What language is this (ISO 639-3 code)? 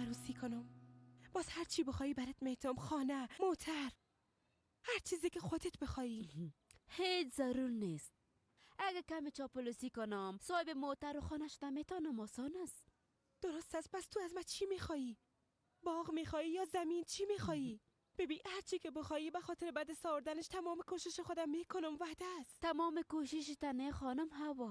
fas